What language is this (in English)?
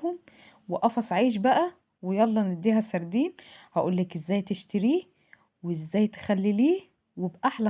Egyptian Arabic